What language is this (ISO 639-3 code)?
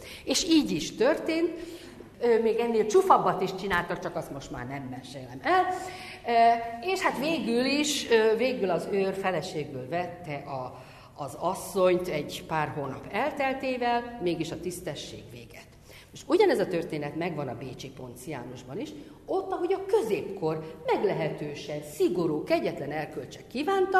hun